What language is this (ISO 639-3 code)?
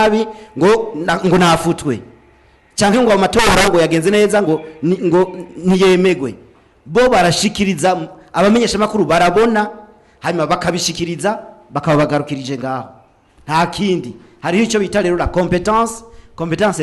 run